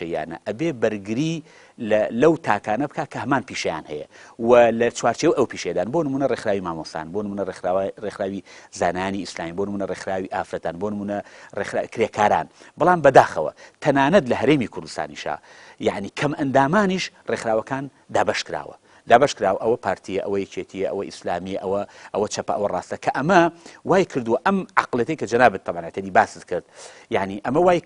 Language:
Central Kurdish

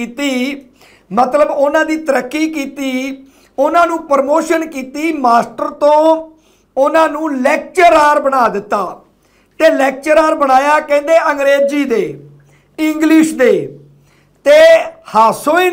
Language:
Punjabi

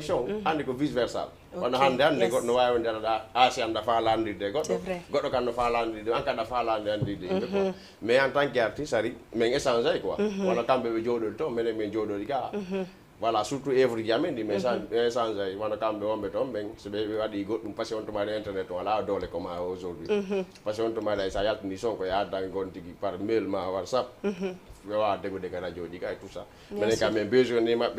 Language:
Fula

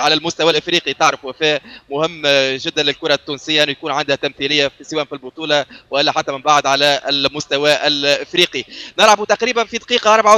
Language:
Tunisian Arabic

